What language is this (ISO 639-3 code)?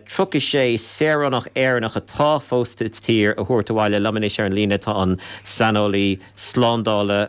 gle